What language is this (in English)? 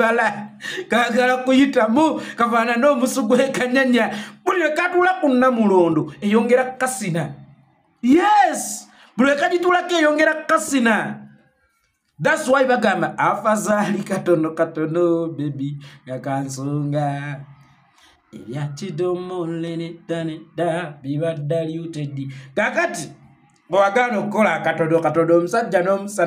Ganda